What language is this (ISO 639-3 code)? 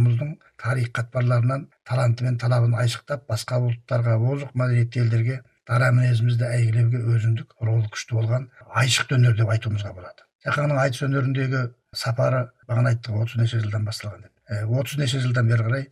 kaz